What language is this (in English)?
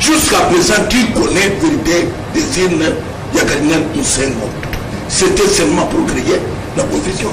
Lingala